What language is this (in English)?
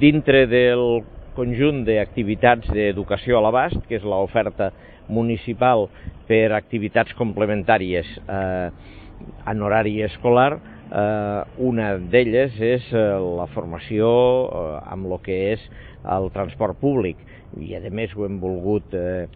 Catalan